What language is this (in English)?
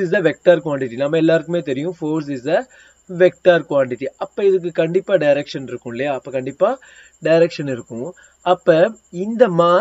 Tamil